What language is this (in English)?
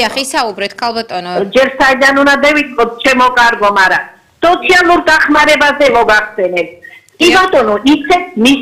Georgian